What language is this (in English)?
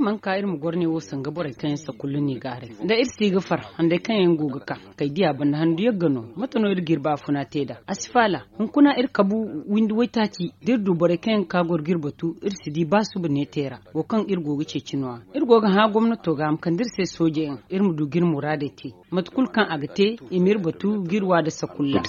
Zarma